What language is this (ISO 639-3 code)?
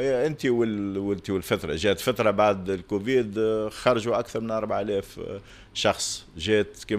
aeb